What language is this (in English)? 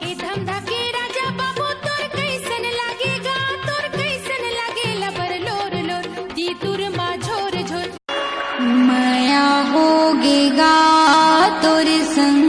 Chhattisgarhi